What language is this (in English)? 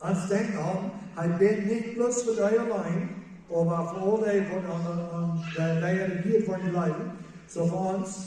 Plautdietsch